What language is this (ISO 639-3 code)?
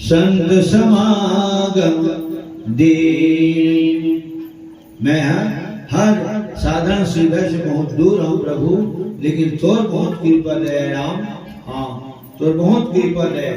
hne